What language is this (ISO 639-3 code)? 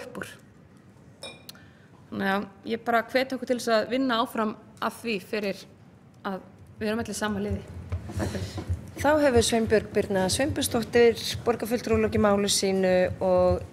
isl